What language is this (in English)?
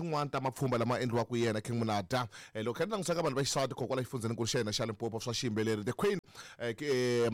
Tsonga